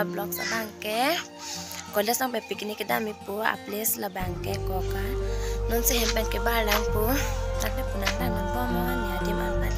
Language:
Karbi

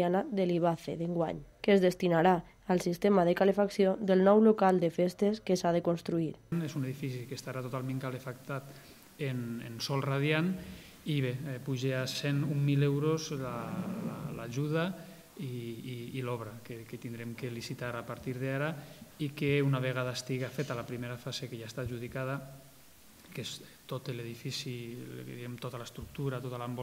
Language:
Catalan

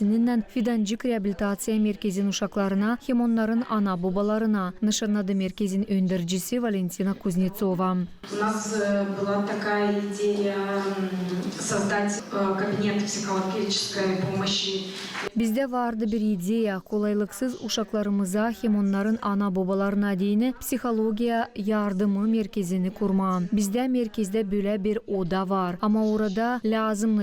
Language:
Gagauz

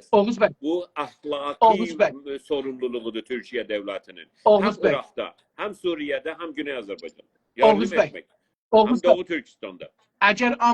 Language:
South Azerbaijani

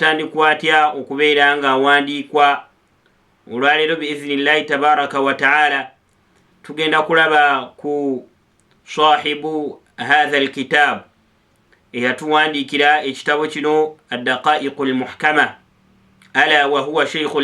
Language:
Ganda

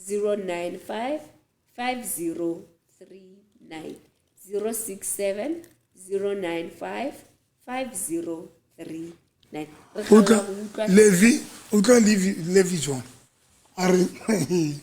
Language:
Southern Sotho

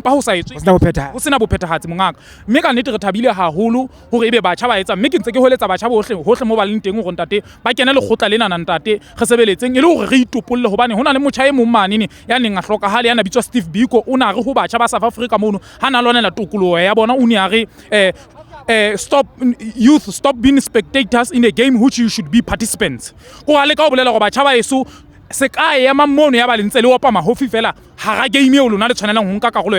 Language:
Southern Sotho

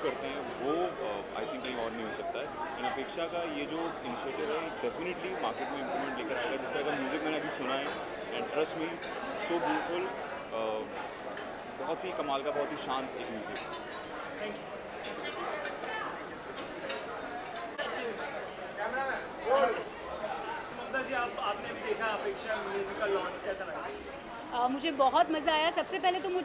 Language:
Hindi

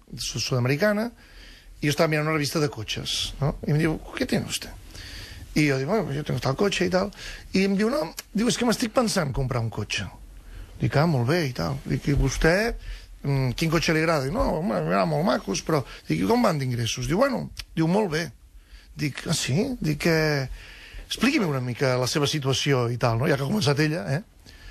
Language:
Catalan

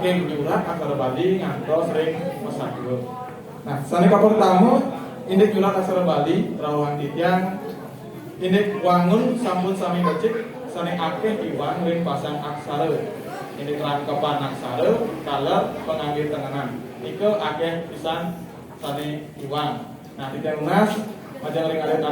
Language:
Balinese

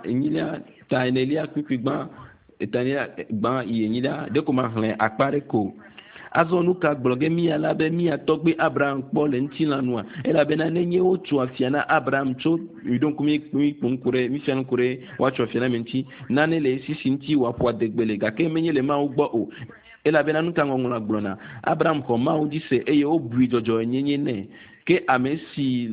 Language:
Ewe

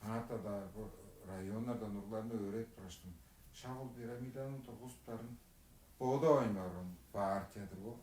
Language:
Tuvinian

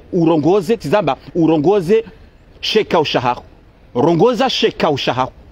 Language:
Ngazidja Comorian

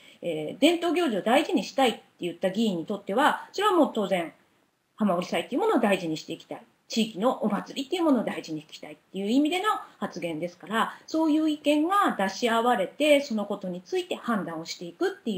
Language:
Japanese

